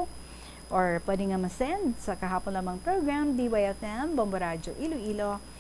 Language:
Hiligaynon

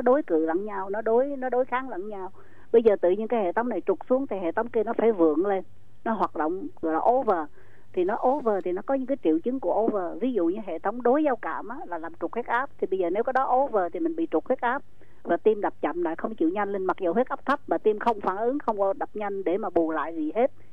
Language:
Vietnamese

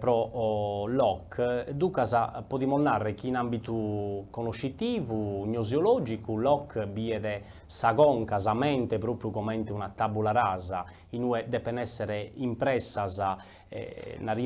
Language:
Sardinian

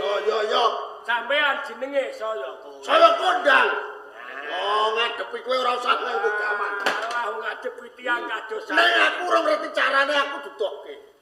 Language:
Javanese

